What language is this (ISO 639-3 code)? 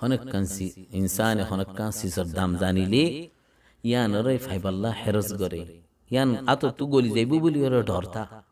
rhg